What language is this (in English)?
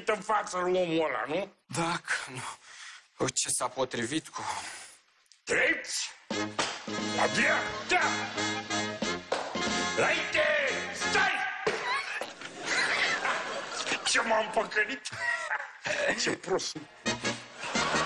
Romanian